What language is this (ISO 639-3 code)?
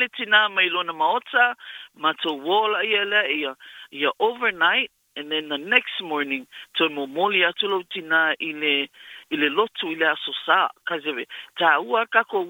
smo